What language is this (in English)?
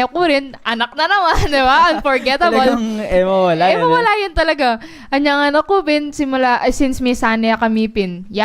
Pampanga